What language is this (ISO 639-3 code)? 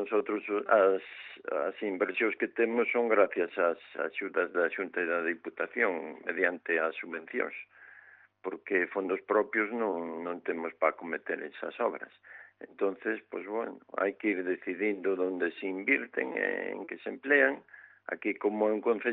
glg